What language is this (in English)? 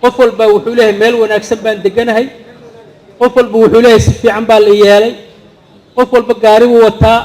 Somali